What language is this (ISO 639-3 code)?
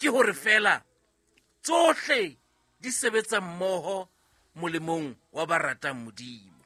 sot